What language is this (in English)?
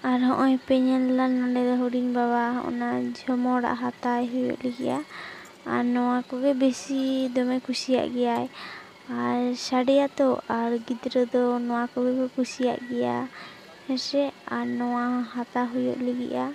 Santali